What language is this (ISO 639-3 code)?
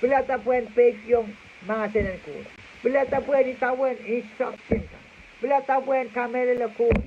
pon